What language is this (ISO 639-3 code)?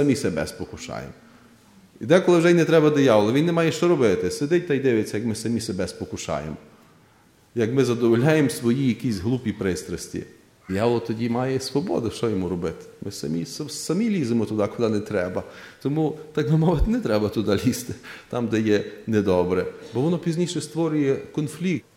ukr